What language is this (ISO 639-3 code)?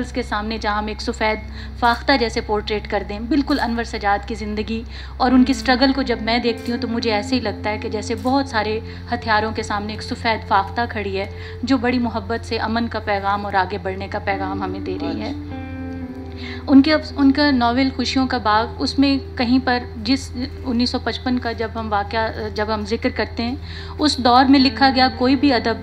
urd